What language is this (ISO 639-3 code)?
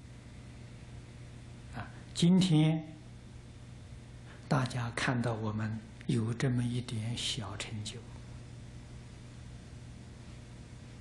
zho